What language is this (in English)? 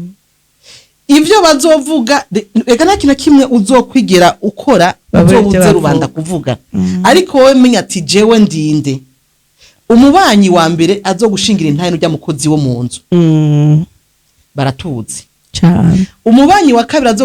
Rundi